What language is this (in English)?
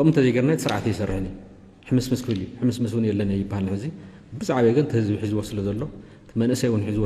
Tigrinya